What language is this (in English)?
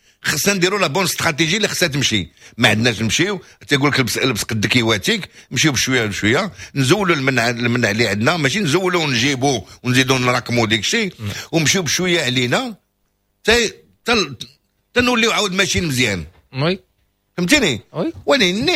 Moroccan Arabic